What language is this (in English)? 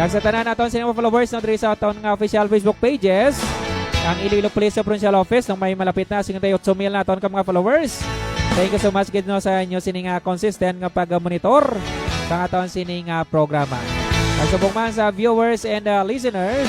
Hiligaynon